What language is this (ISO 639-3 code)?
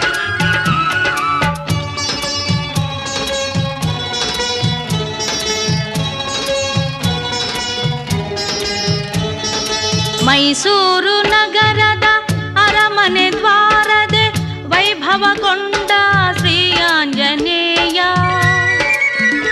kan